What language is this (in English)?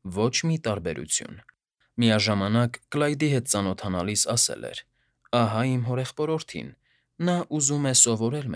Armenian